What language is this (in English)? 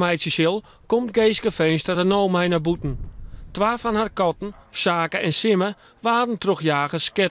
Western Frisian